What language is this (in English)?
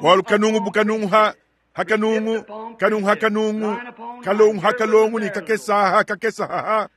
Luba-Lulua